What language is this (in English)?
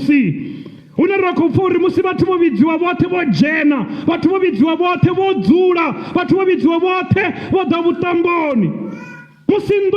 Venda